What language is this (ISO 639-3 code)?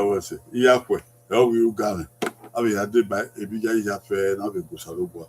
bin